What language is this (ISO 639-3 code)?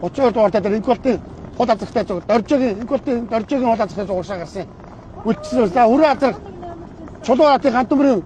mon